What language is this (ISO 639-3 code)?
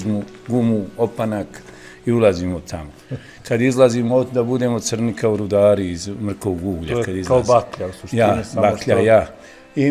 bos